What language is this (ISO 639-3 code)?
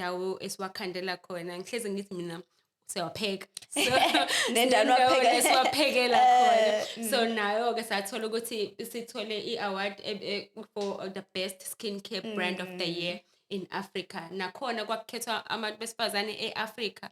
zul